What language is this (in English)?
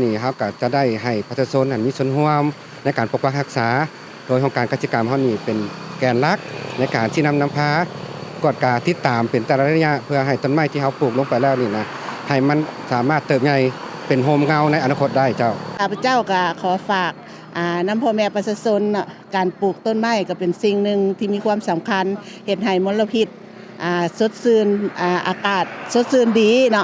Lao